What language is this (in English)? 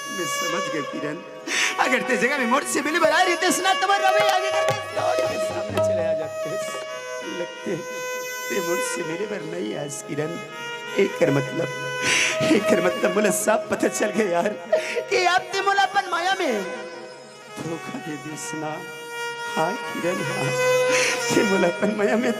Chhattisgarhi